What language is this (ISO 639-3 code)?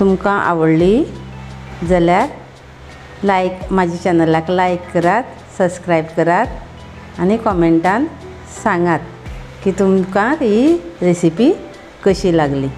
kok